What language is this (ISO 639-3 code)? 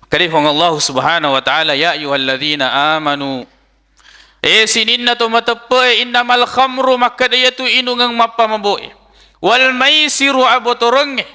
bug